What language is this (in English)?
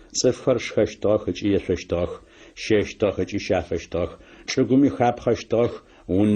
Adyghe